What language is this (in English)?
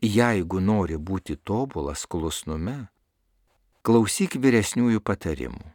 Lithuanian